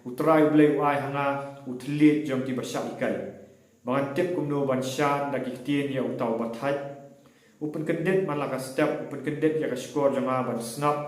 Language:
Khasi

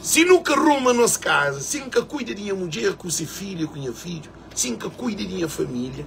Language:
Kabuverdianu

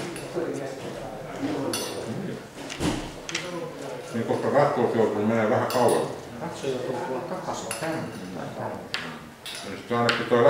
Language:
Finnish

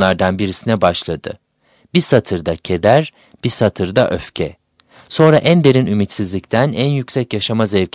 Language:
Turkish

